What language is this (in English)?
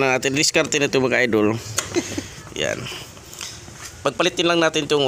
Filipino